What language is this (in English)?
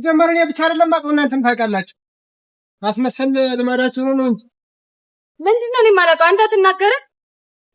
Amharic